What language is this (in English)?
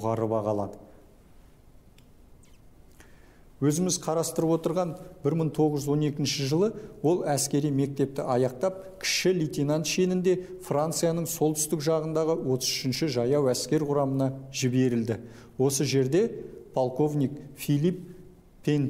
Kazakh